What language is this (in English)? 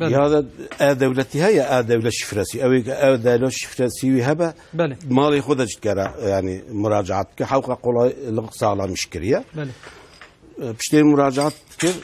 Kurdish